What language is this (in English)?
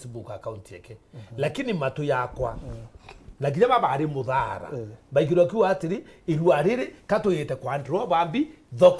Meru